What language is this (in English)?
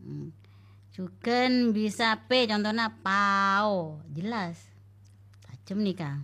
Madurese